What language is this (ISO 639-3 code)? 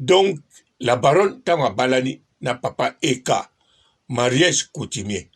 lin